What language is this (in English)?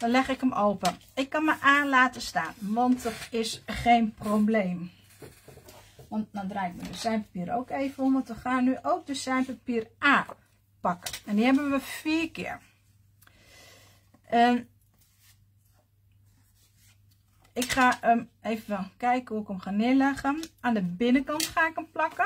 Dutch